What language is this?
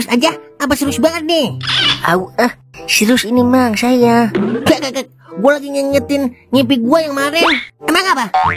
Betawi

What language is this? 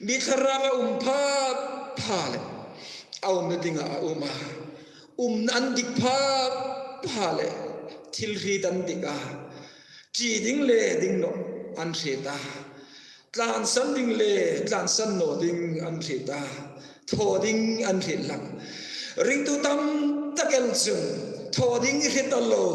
Hmar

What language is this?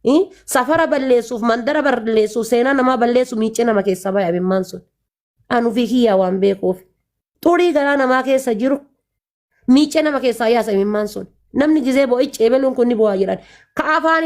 Oromo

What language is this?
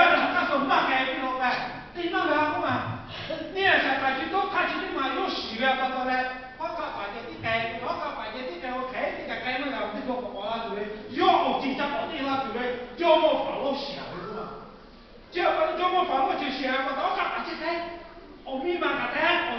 Lahu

